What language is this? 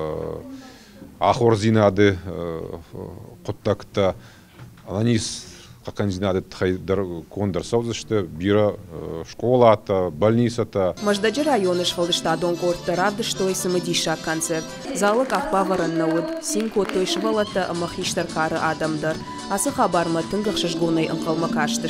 Ossetic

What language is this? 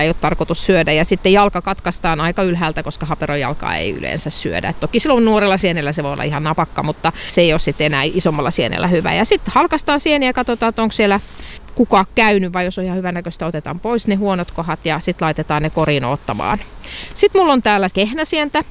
Finnish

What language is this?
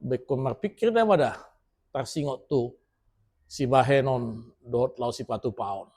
Batak Toba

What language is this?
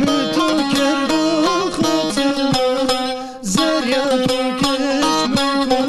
Zaza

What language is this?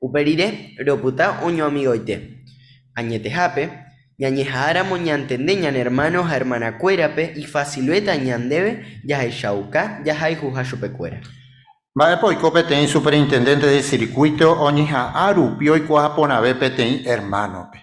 Guarani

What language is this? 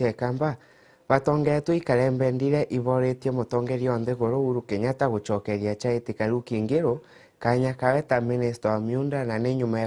Meru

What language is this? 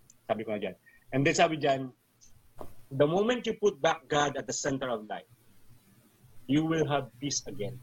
Filipino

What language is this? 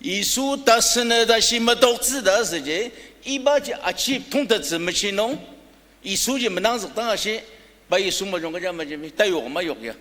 Ao Naga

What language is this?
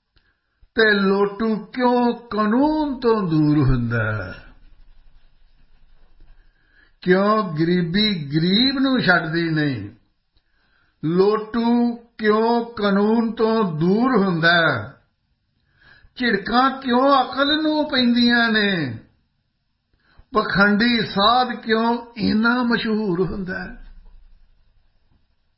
Punjabi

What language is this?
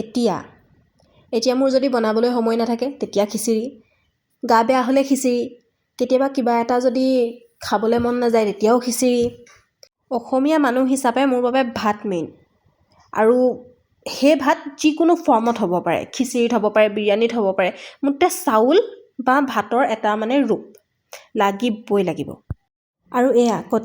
Assamese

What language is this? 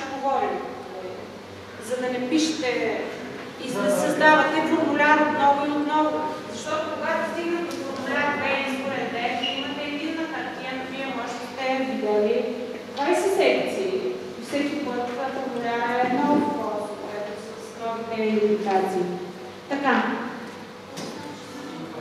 Bulgarian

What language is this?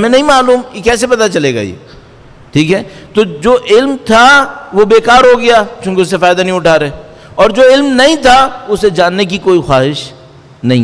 Urdu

